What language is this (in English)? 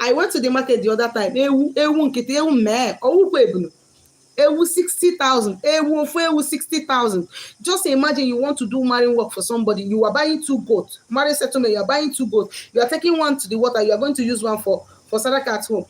Igbo